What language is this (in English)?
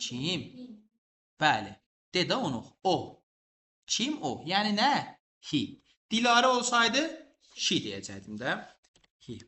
Azerbaijani